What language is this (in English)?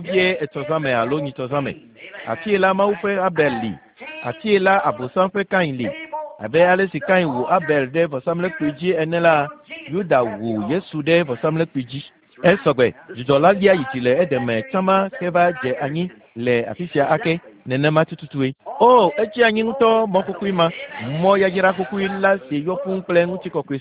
Ewe